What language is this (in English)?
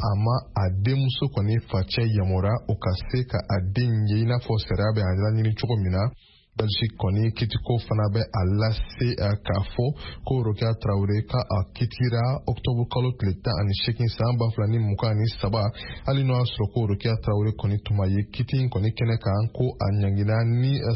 Bambara